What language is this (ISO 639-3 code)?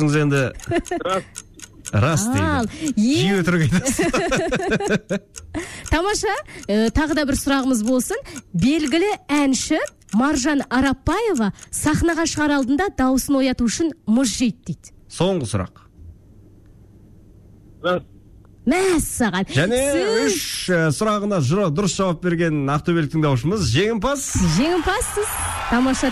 kaz